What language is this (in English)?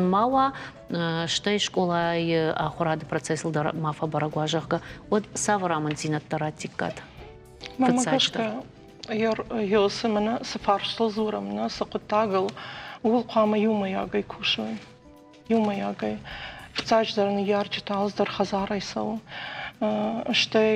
Ossetic